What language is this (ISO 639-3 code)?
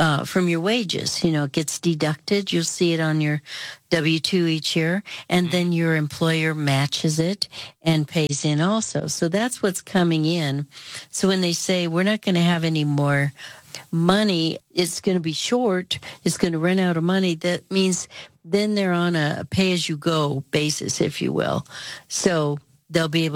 eng